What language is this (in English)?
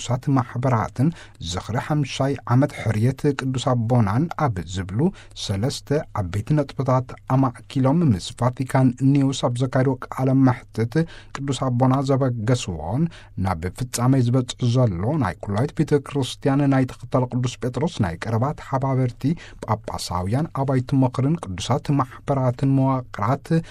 Tigrinya